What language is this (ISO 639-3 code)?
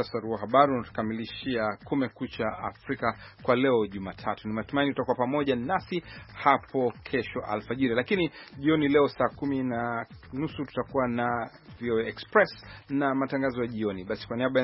swa